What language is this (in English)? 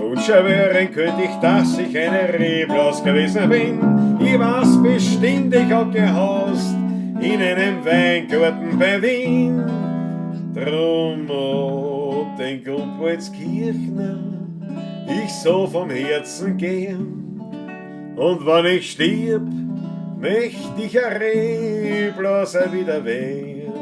Bavarian